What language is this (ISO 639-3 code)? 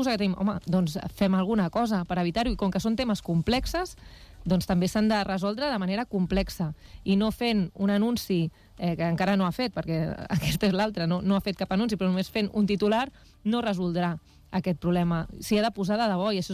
cat